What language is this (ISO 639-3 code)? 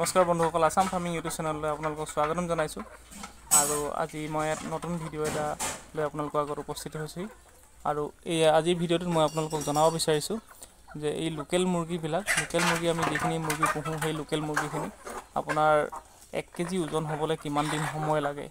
asm